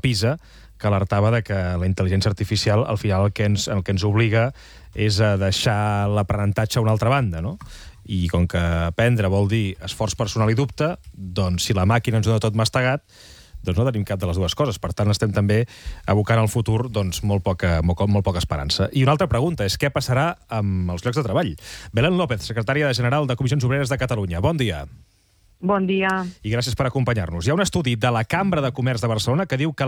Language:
Catalan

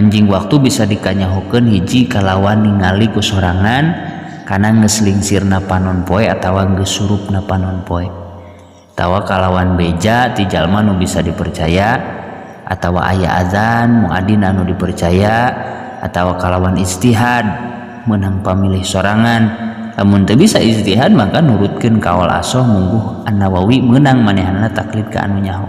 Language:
Sundanese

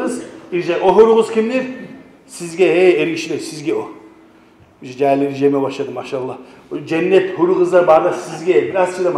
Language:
Kumyk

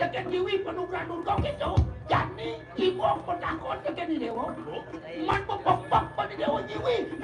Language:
Balinese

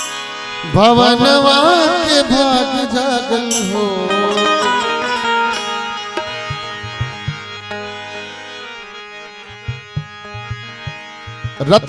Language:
Bhojpuri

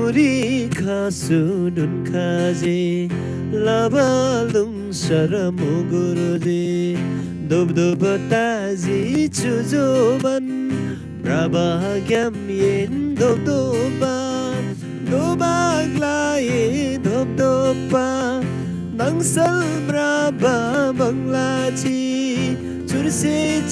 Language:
Eastern Tamang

